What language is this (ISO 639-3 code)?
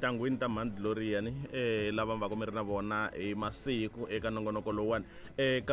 tso